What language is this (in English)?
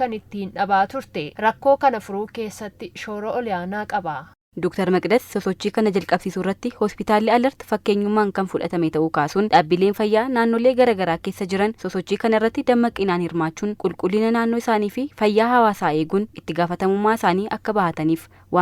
Oromo